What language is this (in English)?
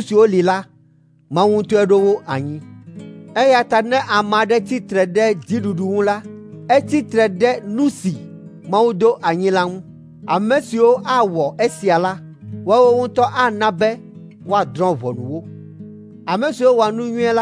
Ewe